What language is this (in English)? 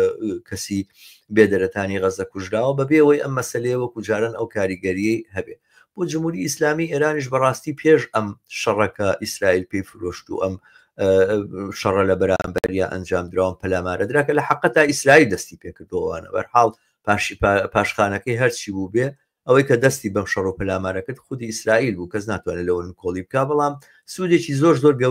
Central Kurdish